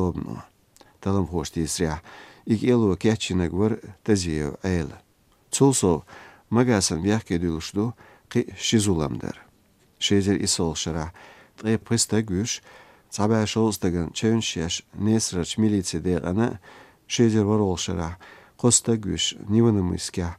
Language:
Chechen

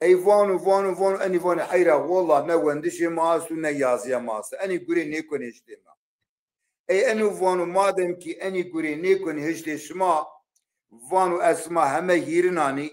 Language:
Zaza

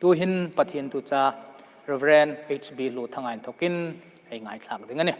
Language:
Hmar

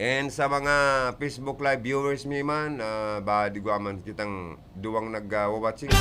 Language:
Bikol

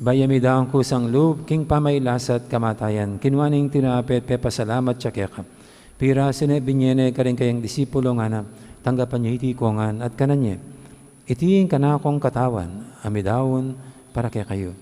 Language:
Pampanga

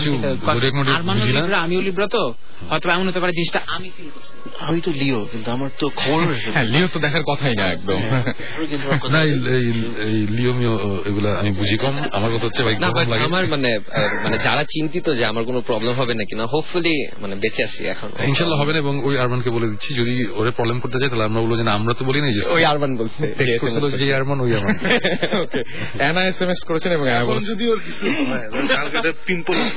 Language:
Bangla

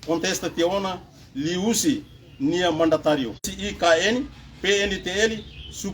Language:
Tetum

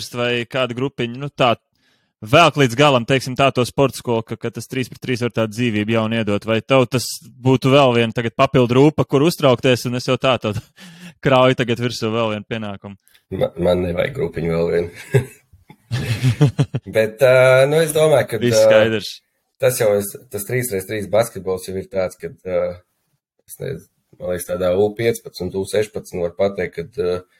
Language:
Latvian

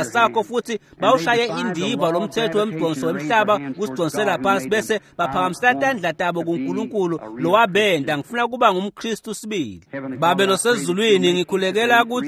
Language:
Swati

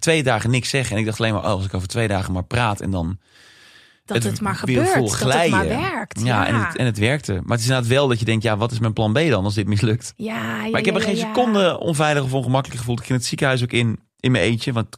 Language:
Dutch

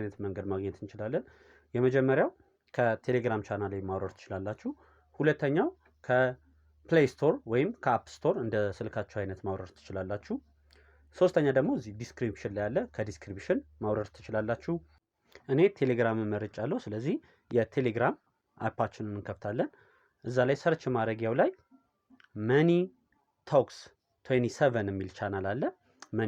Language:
Amharic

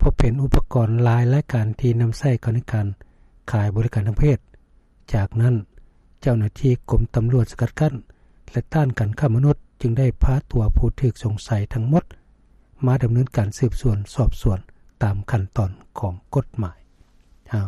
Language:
Lao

